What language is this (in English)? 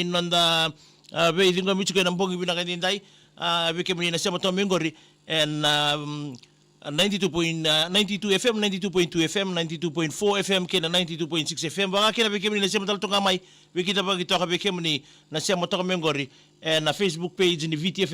Fijian